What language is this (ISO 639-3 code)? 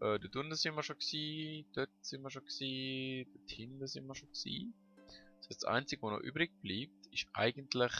gsw